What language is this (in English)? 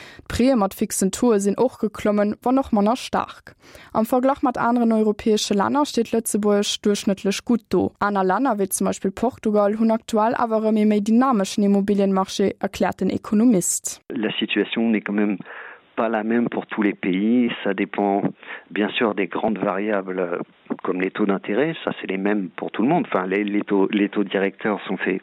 Luxembourgish